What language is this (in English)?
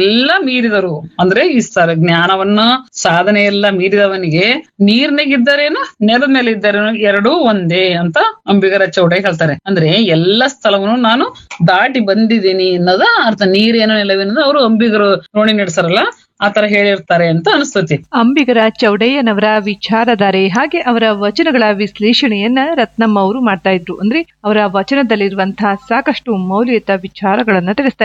Kannada